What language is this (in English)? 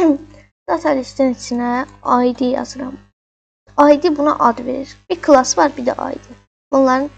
Azerbaijani